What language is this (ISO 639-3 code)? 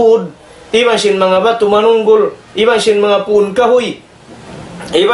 tsg